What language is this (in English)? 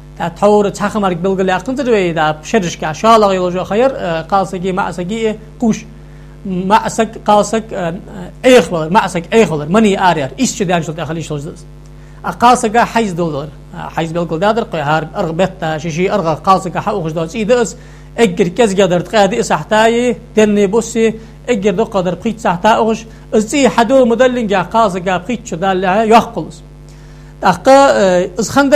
Ingush